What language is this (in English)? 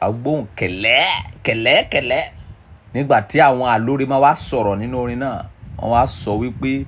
Yoruba